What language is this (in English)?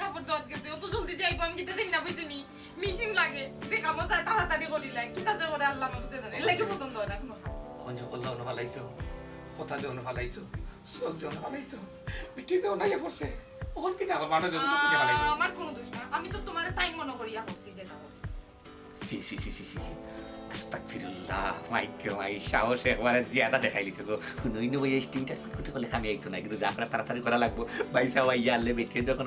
Sylheti